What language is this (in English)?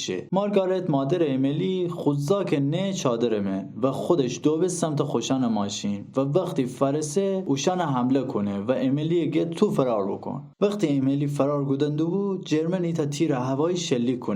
Gilaki